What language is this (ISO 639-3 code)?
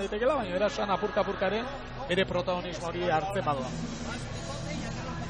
eus